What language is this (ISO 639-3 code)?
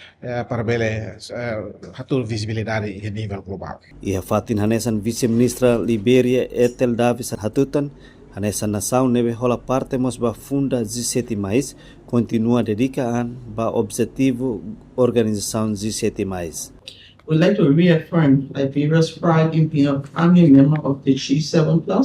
tet